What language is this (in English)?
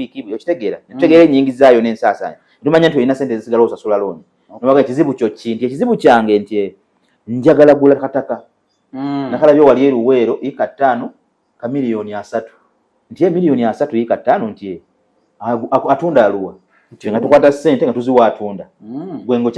Ganda